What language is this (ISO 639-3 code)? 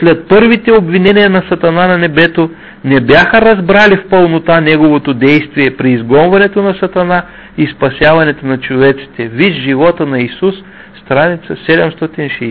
bul